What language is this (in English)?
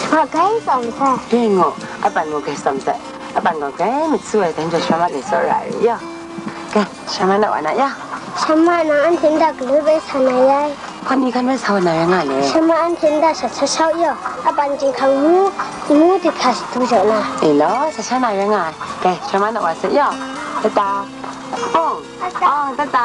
Kachin